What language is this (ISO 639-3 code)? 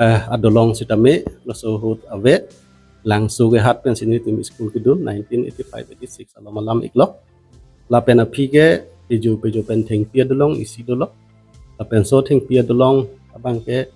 mjw